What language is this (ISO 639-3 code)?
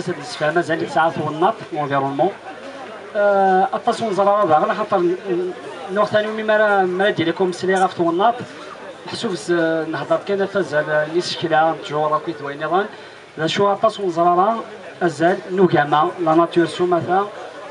kab